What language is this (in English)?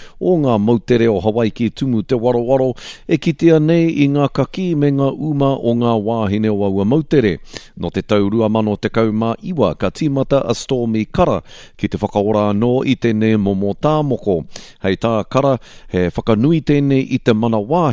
Māori